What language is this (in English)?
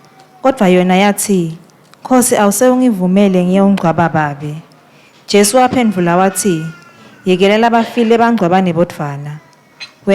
Swati